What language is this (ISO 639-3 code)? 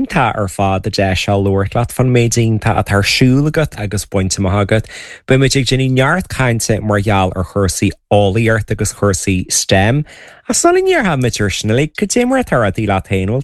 gle